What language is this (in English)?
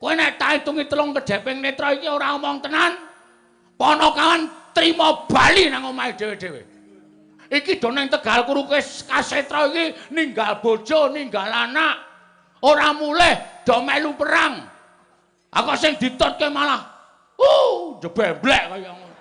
Javanese